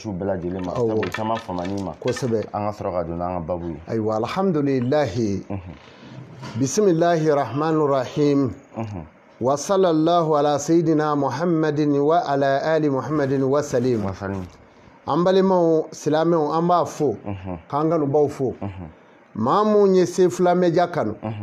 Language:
Bambara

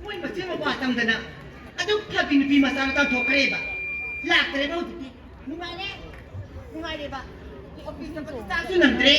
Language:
Manipuri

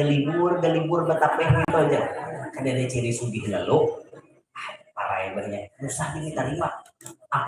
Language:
Banjar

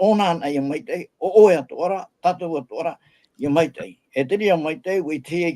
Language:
Tahitian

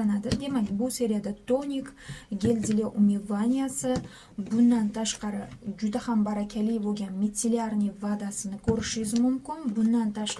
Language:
Uzbek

